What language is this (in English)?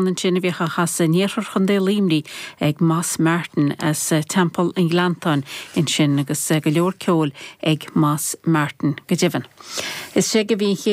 Irish